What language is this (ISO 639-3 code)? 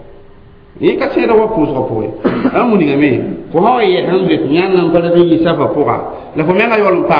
mos